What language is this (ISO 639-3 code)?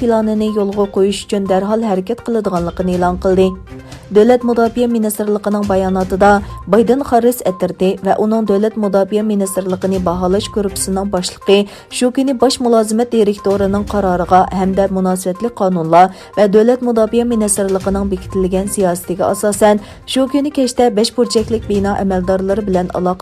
uig